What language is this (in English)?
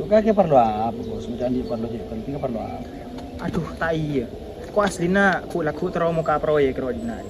Madurese